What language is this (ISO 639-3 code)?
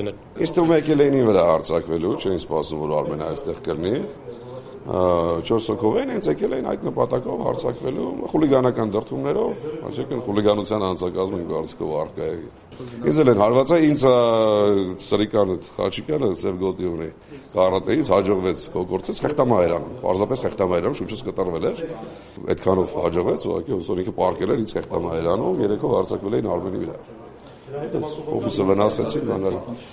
hye